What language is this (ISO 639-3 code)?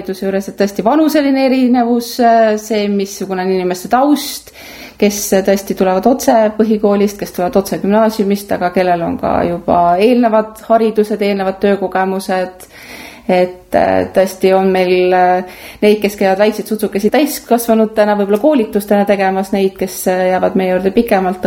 est